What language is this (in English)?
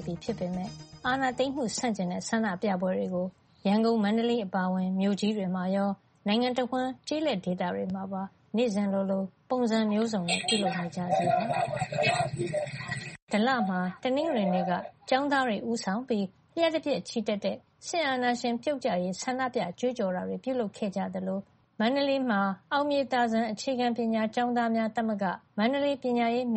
Burmese